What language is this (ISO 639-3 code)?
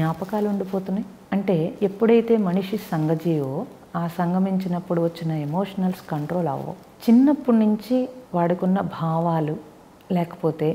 tel